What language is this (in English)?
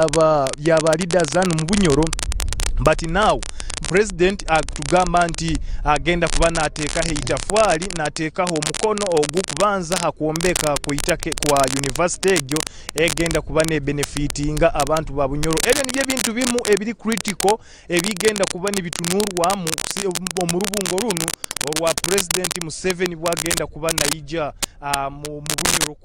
Nyoro